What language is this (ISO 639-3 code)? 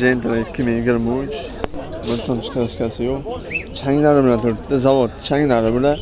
uzb